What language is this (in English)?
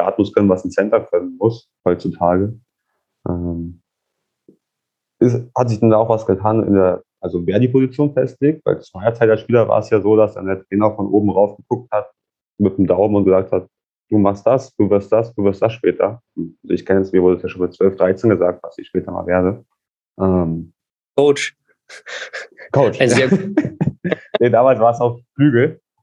German